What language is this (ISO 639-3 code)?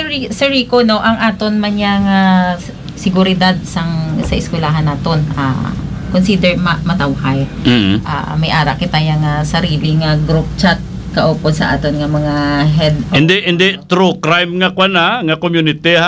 hil